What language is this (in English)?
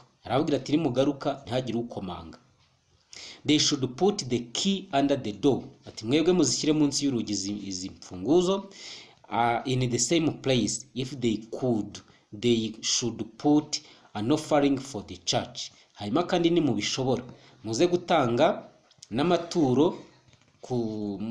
Kinyarwanda